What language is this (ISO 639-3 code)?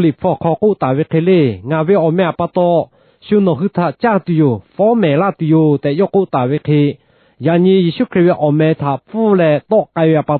lhu